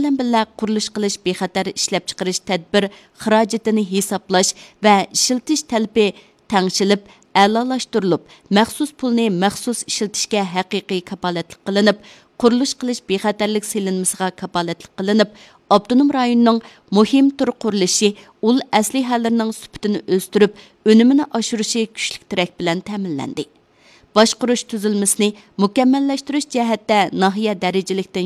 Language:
Uyghur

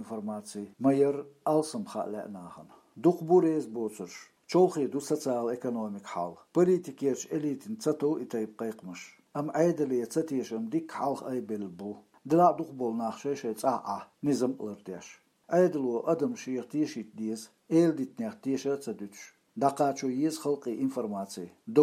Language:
Chechen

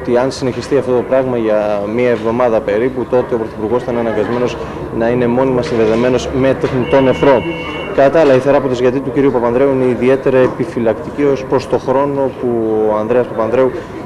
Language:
Greek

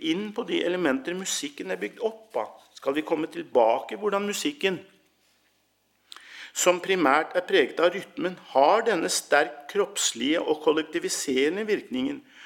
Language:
Norwegian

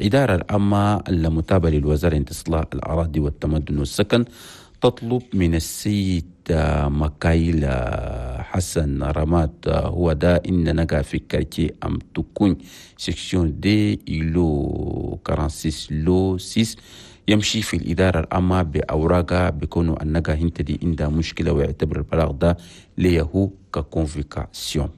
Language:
Chadian Arabic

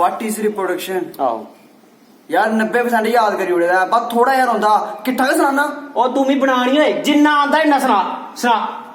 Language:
Dogri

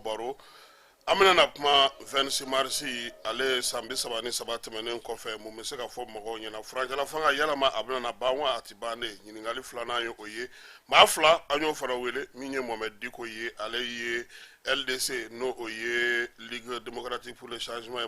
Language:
Bambara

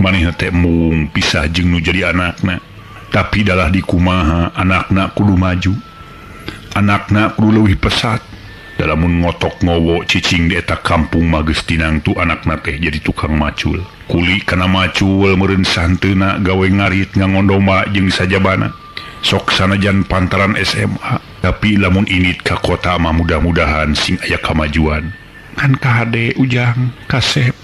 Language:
Sundanese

